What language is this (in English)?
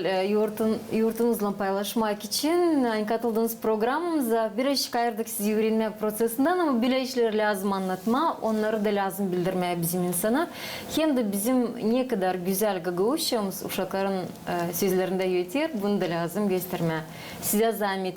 Gagauz